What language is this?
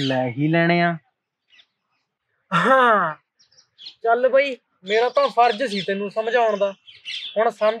Punjabi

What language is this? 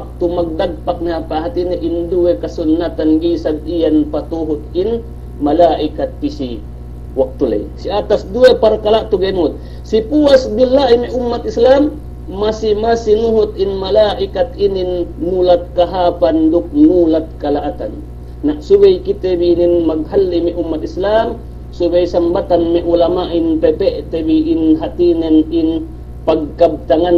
Yakan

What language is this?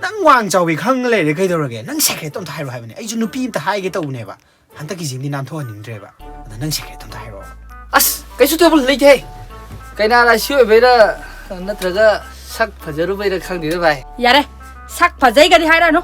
Manipuri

